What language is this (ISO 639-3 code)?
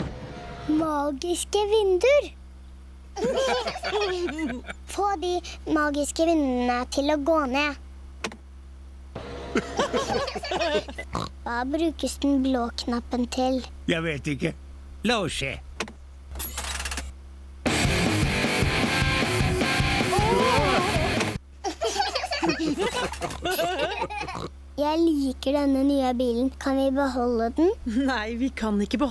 nor